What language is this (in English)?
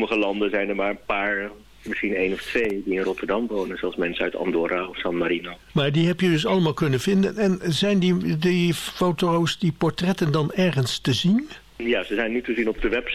Dutch